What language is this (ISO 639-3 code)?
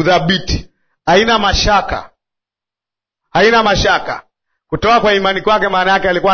swa